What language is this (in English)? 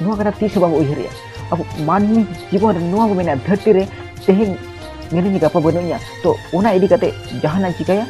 Santali